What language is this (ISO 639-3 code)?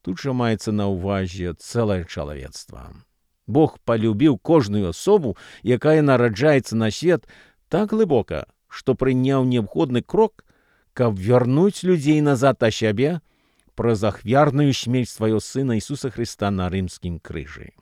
bel